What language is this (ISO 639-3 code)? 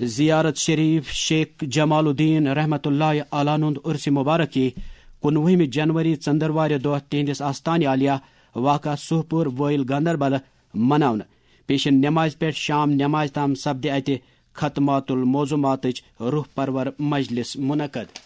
kas